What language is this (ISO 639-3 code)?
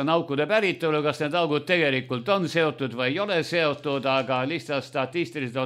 est